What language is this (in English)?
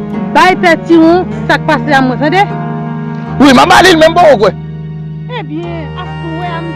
Haitian Creole